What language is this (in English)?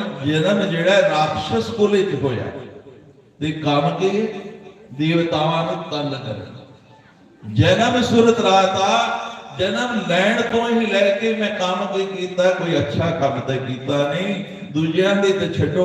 Dogri